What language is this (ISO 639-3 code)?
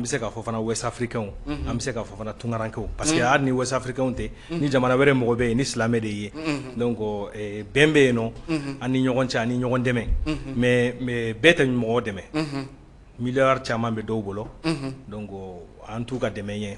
bam